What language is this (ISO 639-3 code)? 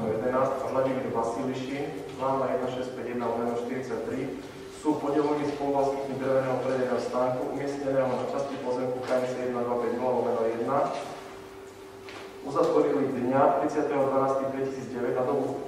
slk